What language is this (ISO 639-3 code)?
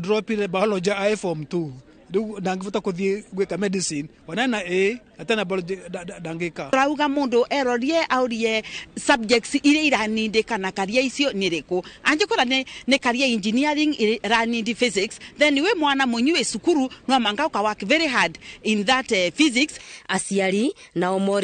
kik